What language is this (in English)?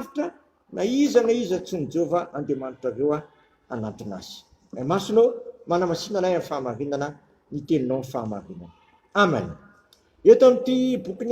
Malagasy